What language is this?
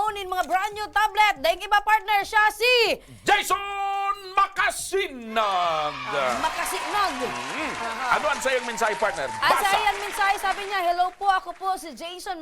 Bikol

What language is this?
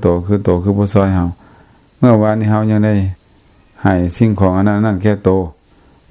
Lao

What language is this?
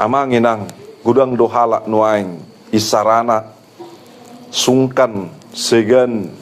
Batak Toba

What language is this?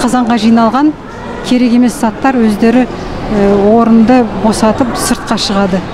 Kazakh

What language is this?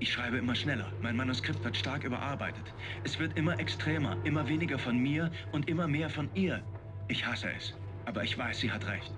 Bavarian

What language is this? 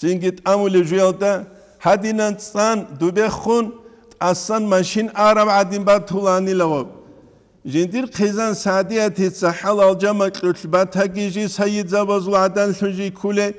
Avaric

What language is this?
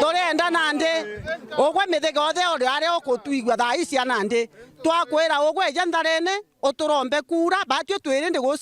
Meru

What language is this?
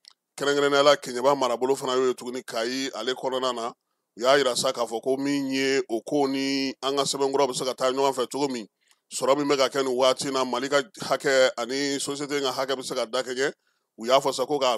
Bambara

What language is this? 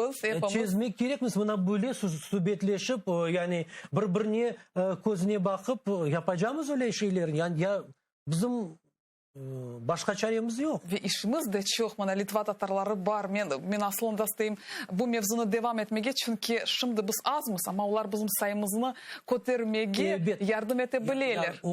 Crimean Tatar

